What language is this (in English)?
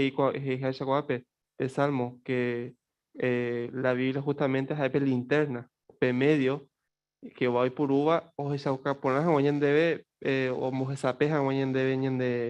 Guarani